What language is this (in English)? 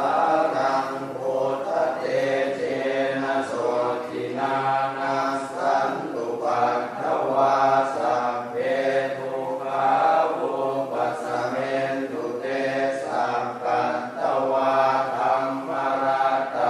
Pali